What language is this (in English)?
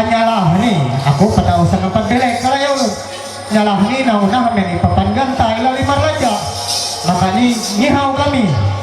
Ma'anyan